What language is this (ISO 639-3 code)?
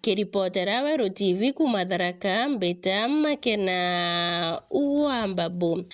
mer